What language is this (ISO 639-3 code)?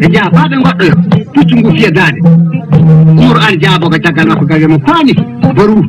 ful